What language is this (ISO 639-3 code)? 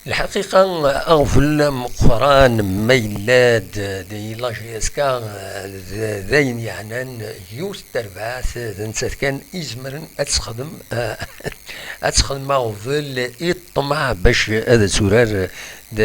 kab